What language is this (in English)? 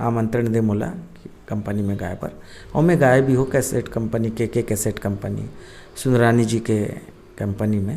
Chhattisgarhi